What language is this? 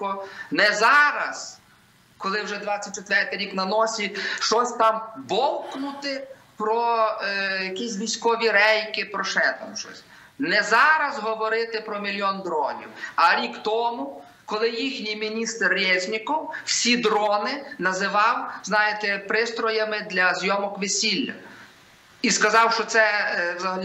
Ukrainian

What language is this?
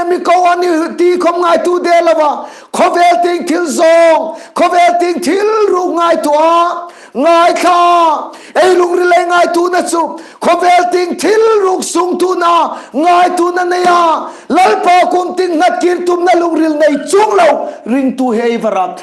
Hmar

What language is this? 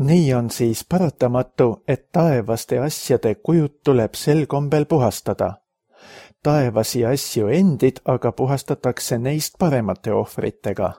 Estonian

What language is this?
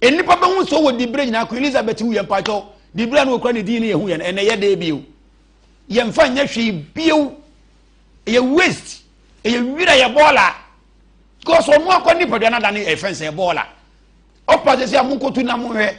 Akan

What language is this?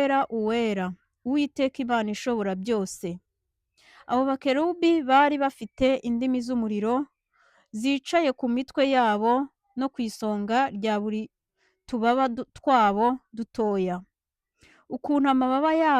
Kinyarwanda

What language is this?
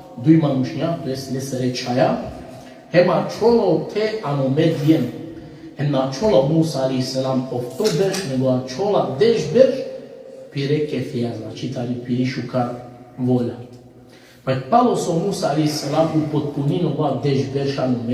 Balkan Romani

